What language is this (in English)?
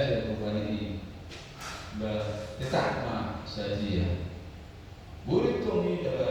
Batak Toba